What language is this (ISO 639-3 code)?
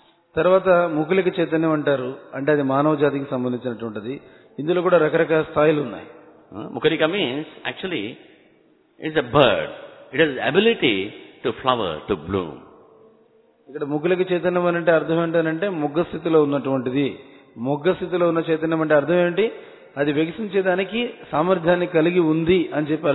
tel